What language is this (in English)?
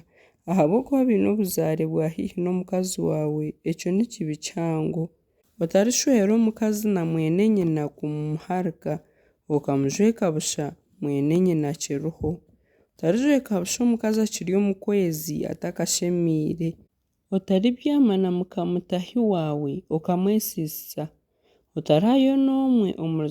Nyankole